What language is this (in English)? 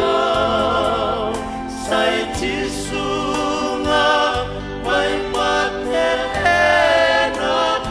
Fijian